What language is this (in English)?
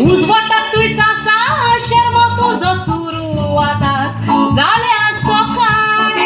Konkani